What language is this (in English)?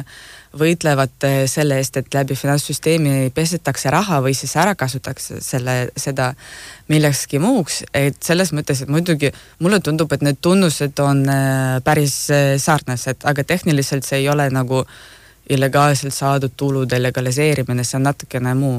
Estonian